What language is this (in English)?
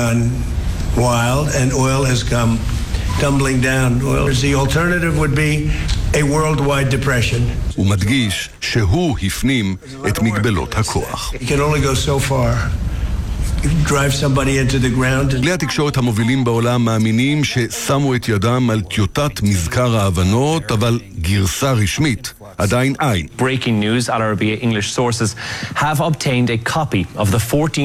Hebrew